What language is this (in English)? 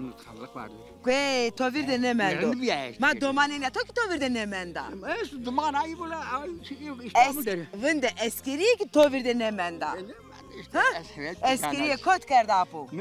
Zaza